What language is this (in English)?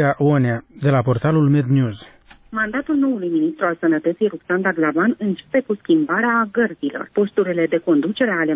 Romanian